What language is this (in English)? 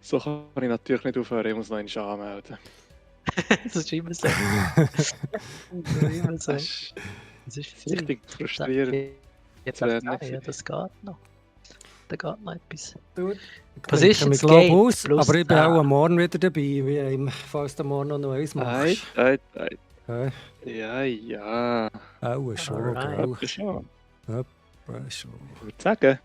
Swiss German